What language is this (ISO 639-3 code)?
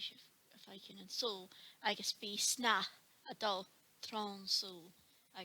gla